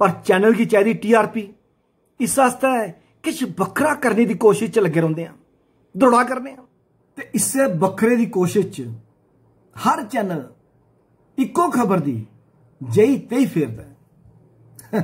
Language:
Dogri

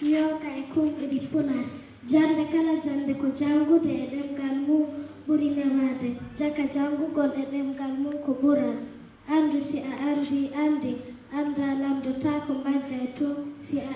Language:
Fula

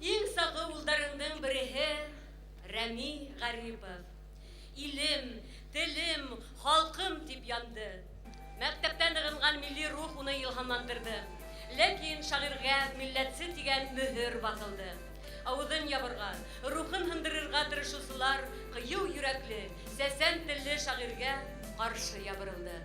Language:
Bashkir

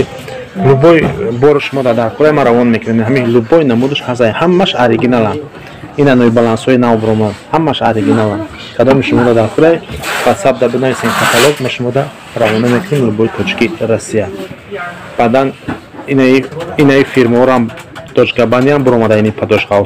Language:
Tajik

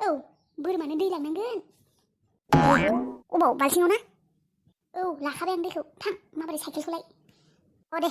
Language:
Bodo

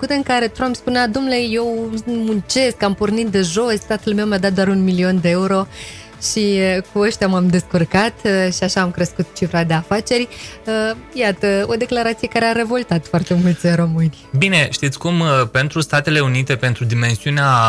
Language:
Romanian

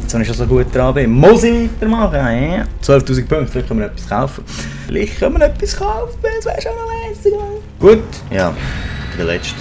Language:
Swiss German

